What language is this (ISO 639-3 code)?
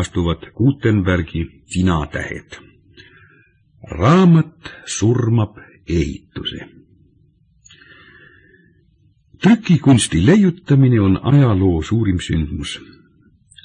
est